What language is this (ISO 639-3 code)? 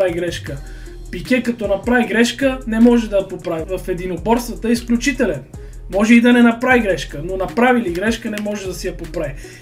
bul